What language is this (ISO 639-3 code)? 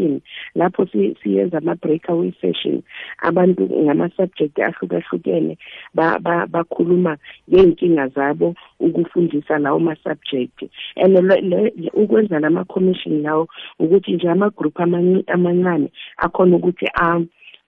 nbl